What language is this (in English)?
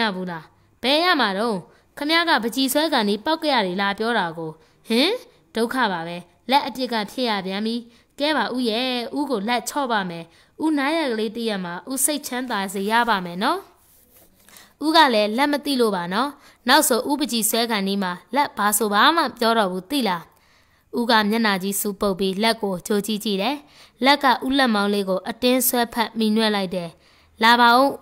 Burmese